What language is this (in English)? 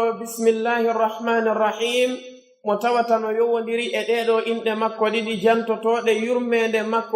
Pular